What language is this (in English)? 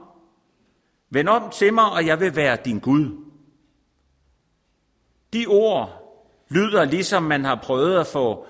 Danish